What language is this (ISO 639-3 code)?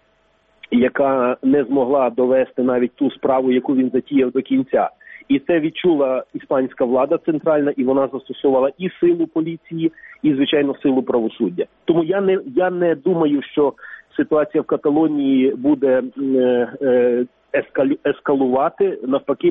ukr